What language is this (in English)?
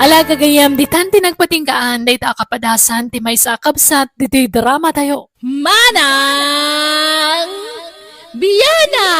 Iloko